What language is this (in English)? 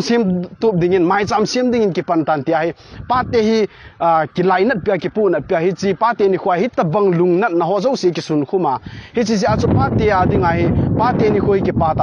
Thado Chin